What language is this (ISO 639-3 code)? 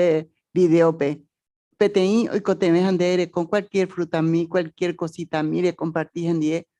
grn